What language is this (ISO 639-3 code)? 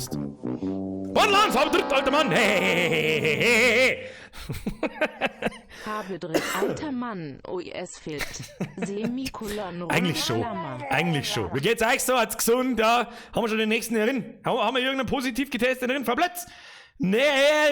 bar